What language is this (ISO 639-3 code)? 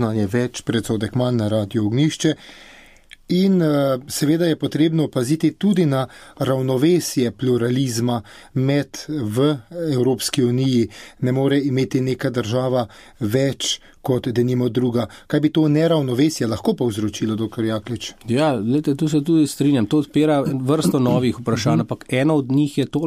slv